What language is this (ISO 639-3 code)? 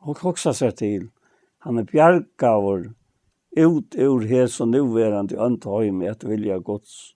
fao